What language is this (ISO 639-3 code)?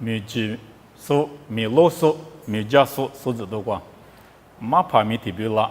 lis